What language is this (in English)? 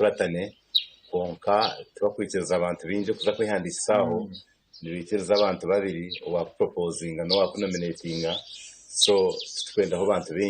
Nyankole